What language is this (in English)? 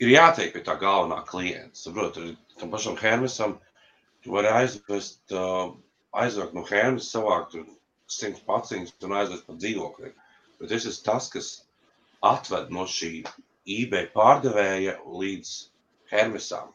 Latvian